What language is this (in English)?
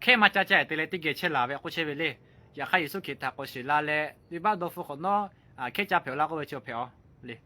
Lahu